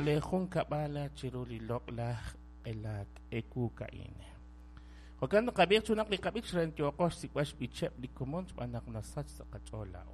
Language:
Kekchí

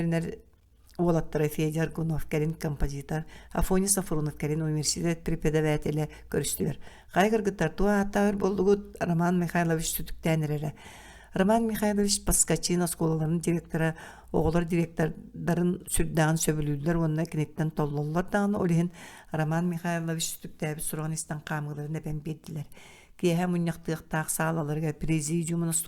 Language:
Yakut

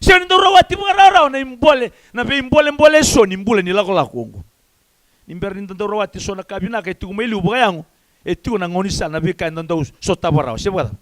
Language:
Fijian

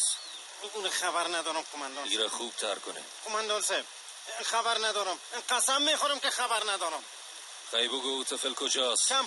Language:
Persian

